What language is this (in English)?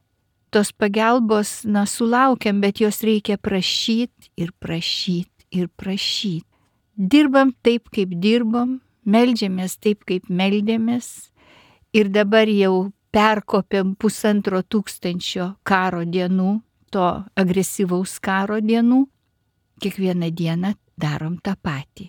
Lithuanian